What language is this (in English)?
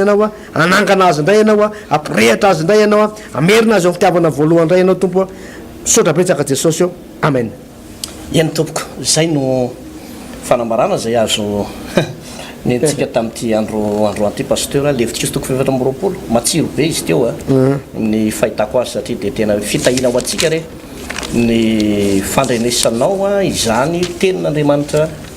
Malagasy